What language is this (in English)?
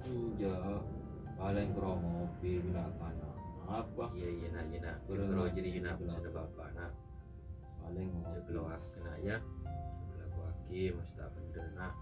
Madurese